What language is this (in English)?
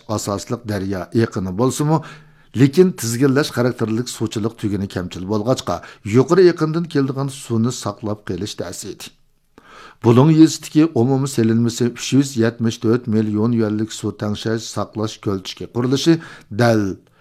Uyghur